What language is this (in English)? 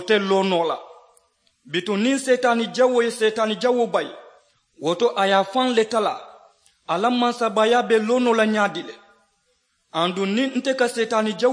Mandingo